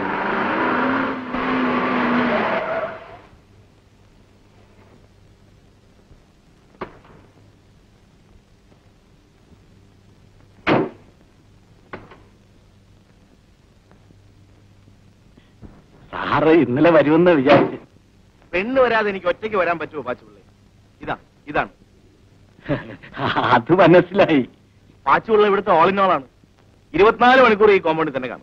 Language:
Malayalam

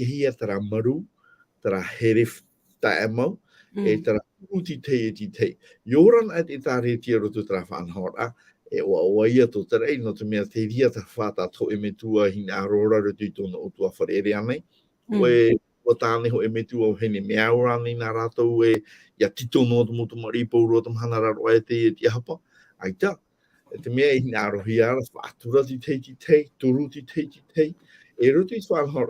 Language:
Tahitian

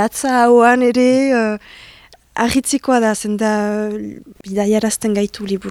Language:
Basque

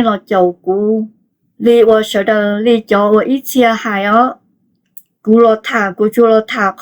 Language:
Hmong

